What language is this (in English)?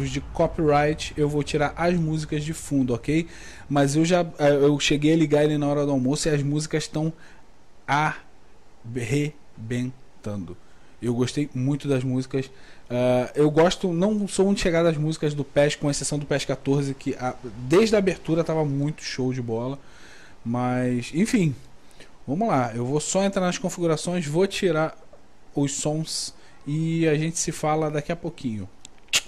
Portuguese